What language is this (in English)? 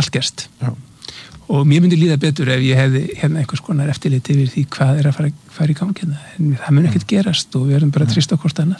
Icelandic